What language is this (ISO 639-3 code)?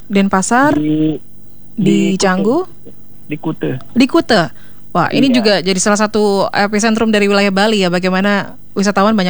ind